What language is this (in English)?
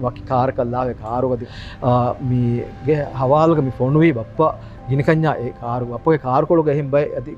Divehi